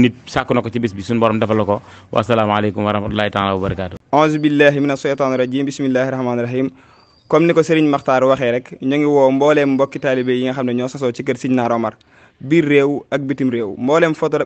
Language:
Wolof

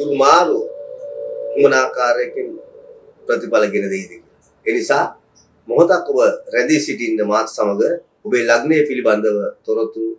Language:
Sinhala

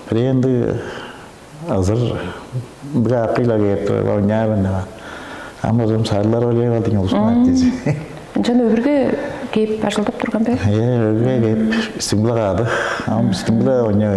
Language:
Tuvinian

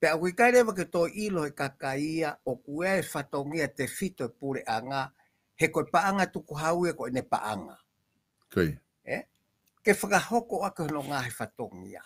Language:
Tongan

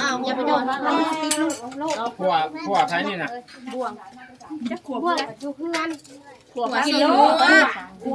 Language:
Northeastern Thai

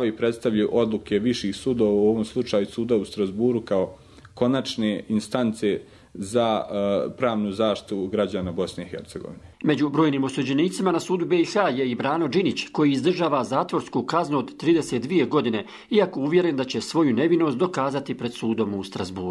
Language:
Bosnian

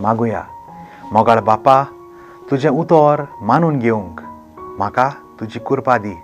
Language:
Konkani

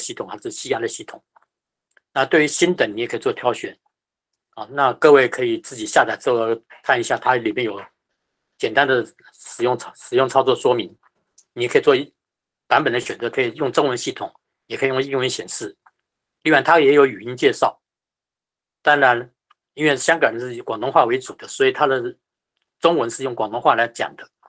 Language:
Chinese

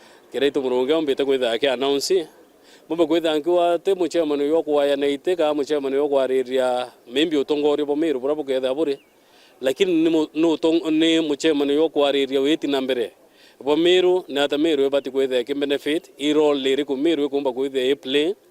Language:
Meru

